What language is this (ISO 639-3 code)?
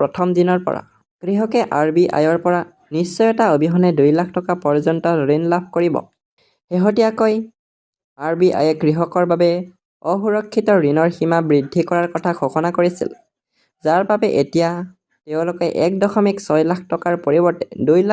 asm